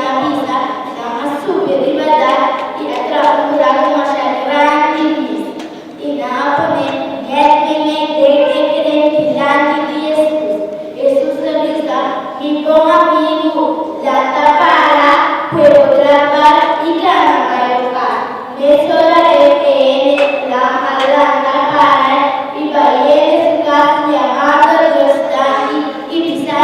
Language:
Papiamento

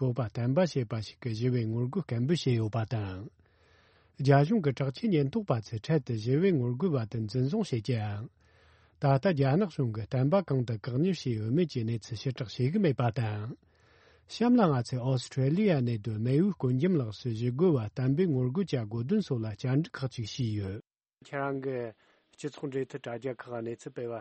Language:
Tibetan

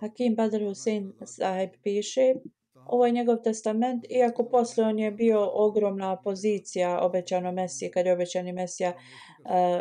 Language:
Bosnian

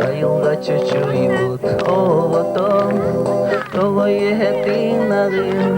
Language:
Yakut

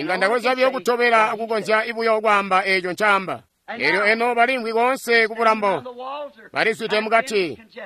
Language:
Tonga (Zambia)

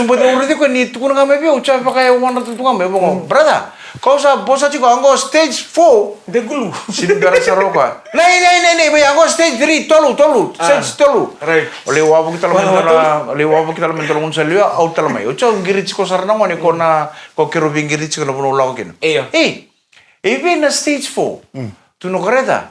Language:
Fijian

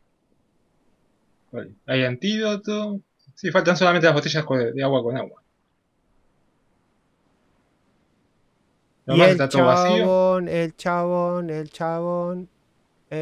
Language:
Spanish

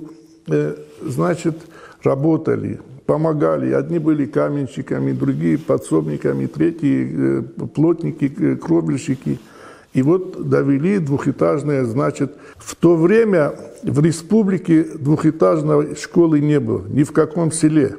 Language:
Ossetic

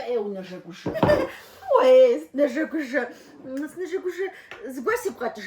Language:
Kabardian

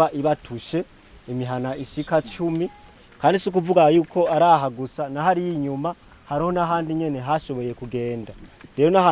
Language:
Rundi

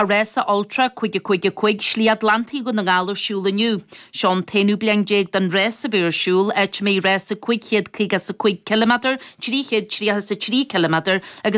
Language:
Irish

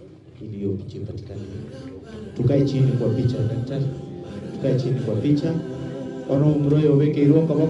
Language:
Gusii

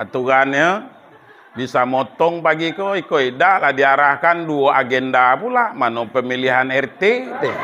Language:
Minangkabau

